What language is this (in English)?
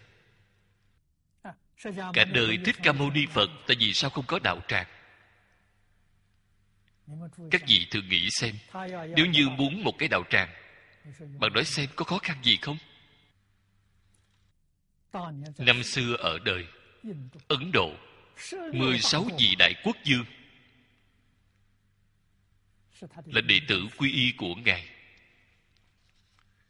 Vietnamese